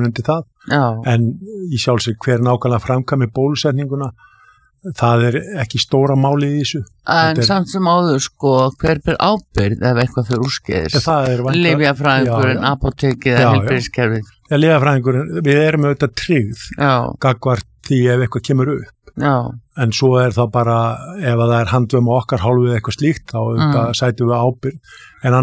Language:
Icelandic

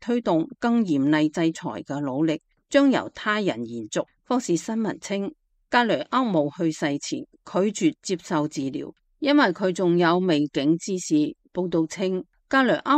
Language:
Cantonese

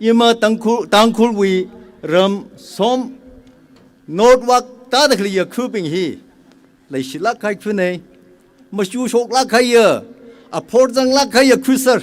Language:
Tangkhul Naga (India)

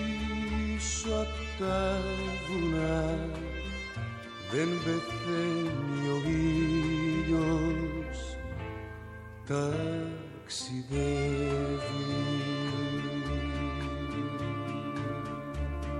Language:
Greek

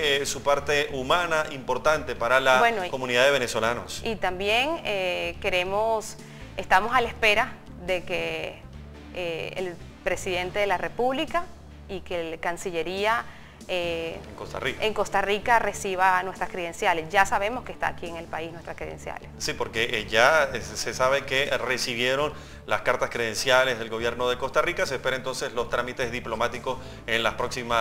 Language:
Spanish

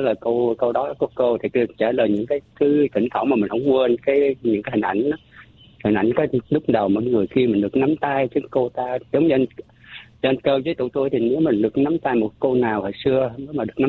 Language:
Vietnamese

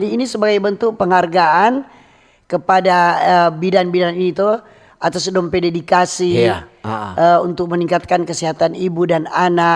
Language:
Manado Malay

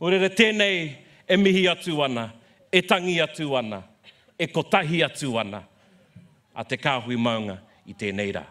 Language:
Māori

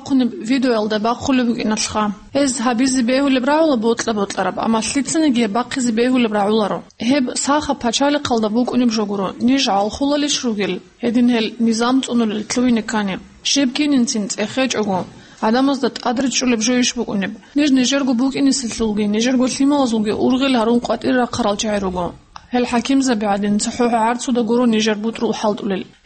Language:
Avaric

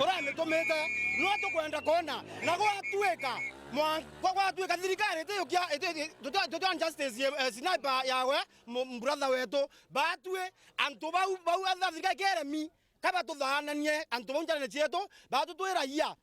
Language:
Meru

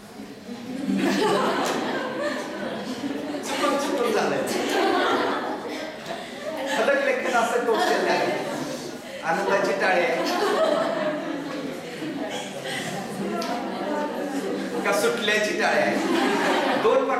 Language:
Marathi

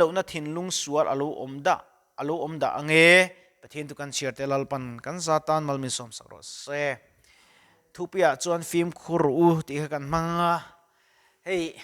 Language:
Mizo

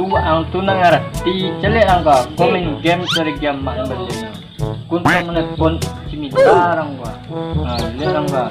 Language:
Minangkabau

